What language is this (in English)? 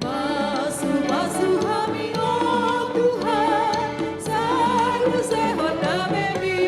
Batak Toba